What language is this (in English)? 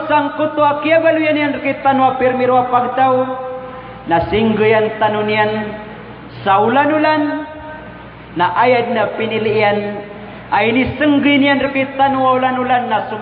Maranao